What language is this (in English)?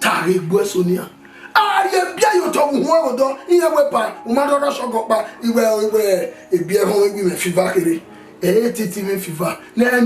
Bini